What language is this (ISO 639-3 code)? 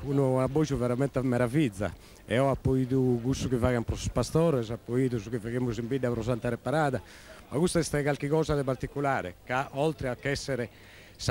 srd